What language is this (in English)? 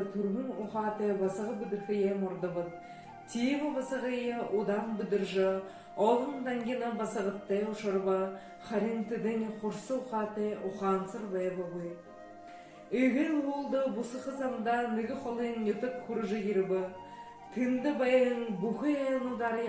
Buriat